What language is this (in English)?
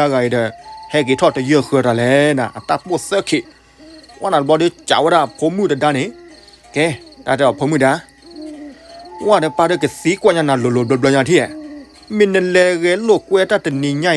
S'gaw Karen